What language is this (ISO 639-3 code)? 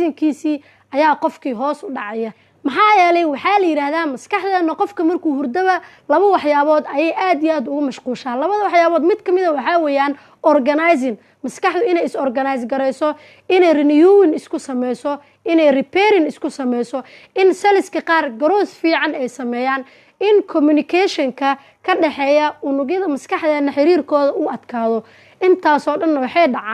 som